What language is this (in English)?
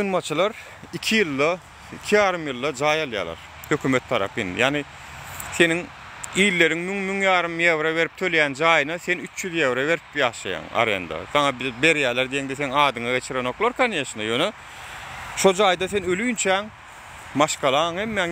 Turkmen